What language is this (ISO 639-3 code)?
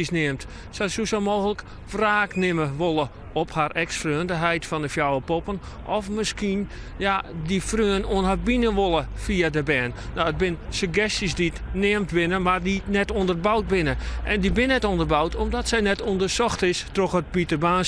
fry